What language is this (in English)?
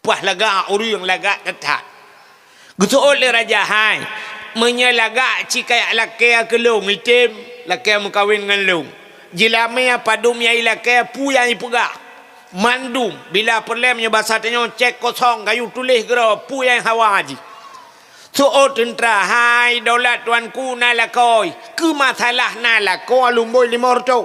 Achinese